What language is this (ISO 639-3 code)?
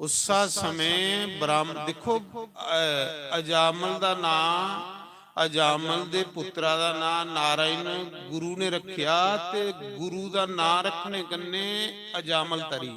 doi